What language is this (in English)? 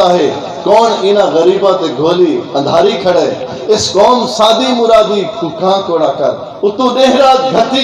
Saraiki